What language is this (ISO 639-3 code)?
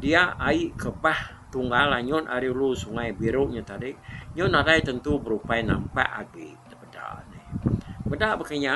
iba